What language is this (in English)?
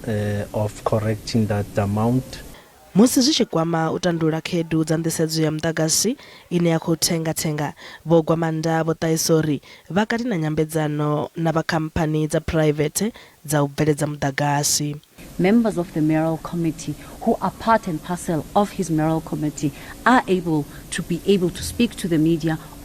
Venda